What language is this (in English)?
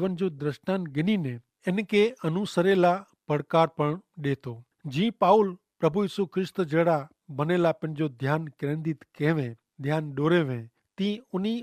Kachhi